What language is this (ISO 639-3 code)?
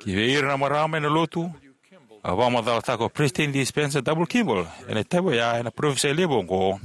fij